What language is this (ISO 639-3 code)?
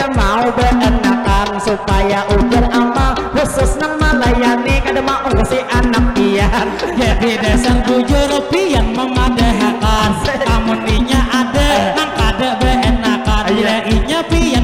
bjn